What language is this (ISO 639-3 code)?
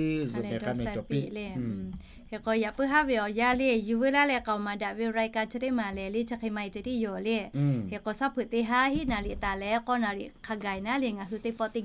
lhu